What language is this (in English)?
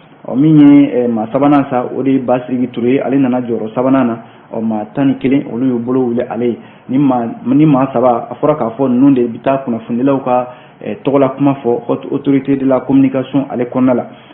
Bambara